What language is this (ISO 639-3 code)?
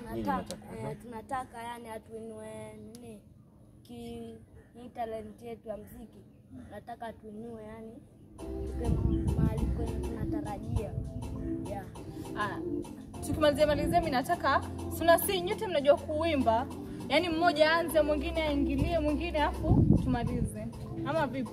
swa